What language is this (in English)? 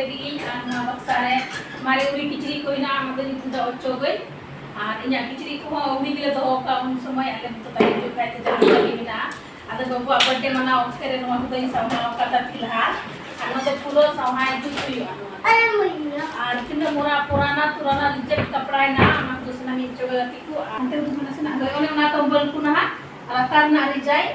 Santali